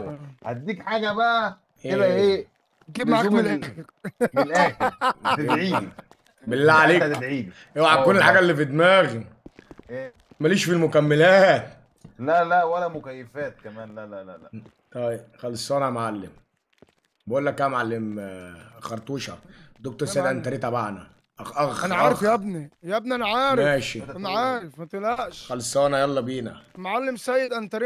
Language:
Egyptian Arabic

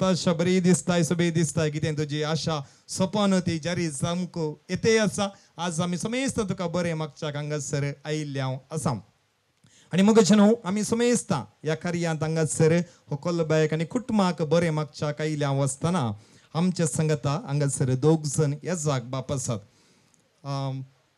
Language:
Konkani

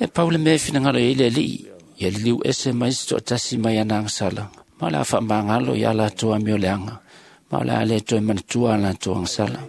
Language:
Samoan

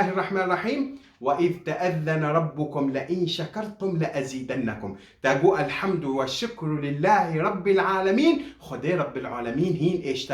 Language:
Kurdish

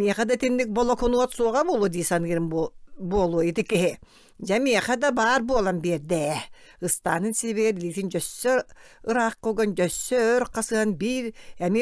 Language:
Yakut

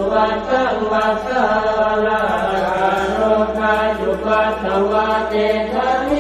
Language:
Pali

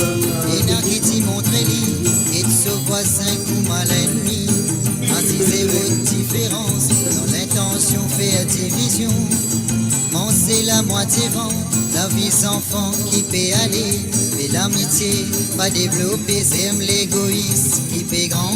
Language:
Morisyen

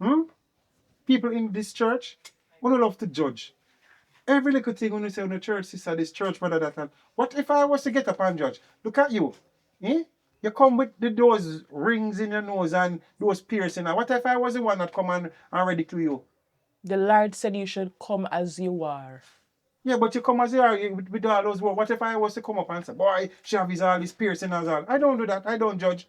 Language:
Jamaican Creole English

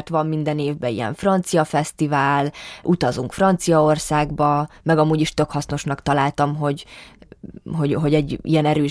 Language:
Hungarian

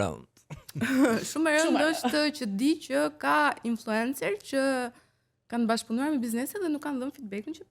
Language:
Albanian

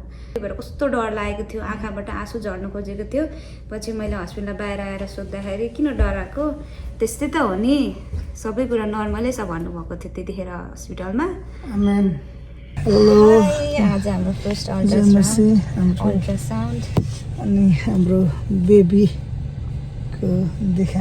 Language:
Nepali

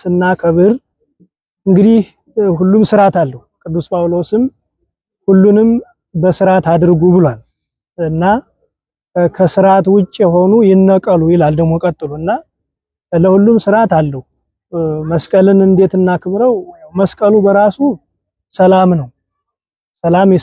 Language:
Amharic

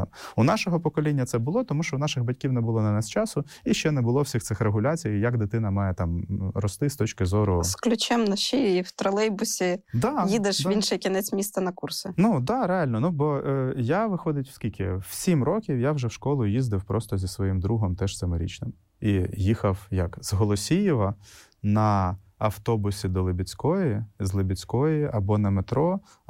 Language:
Ukrainian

